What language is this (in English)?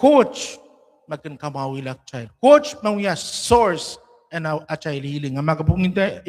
Pohnpeian